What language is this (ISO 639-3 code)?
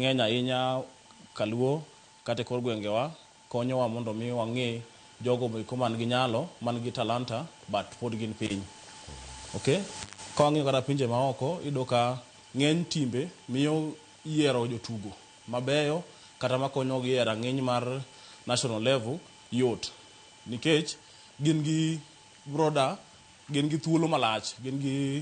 luo